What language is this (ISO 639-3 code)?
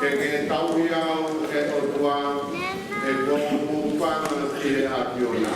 ton